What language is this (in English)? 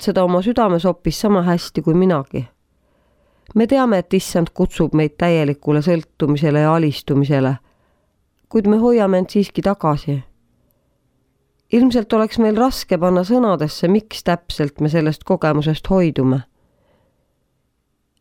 Estonian